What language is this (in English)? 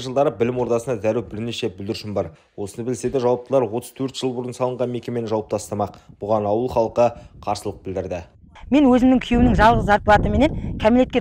Kazakh